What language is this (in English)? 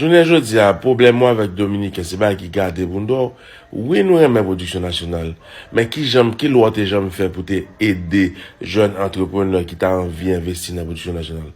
Haitian Creole